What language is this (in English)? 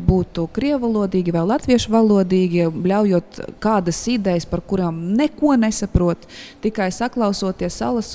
Latvian